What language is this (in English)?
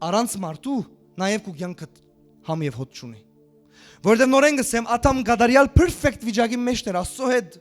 Western Armenian